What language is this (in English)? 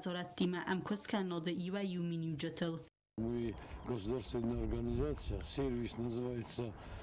Ossetic